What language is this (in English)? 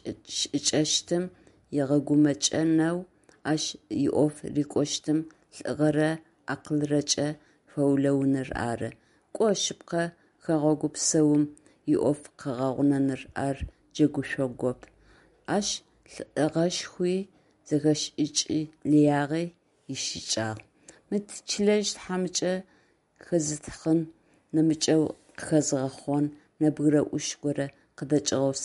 Adyghe